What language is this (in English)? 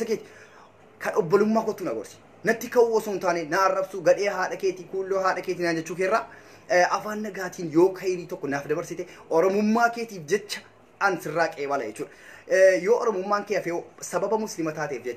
Oromo